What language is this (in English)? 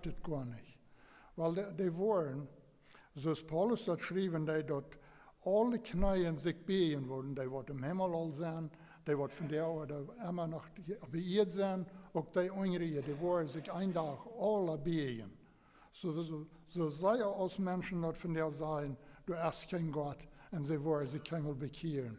Plautdietsch